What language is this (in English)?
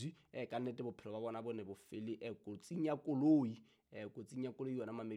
Southern Sotho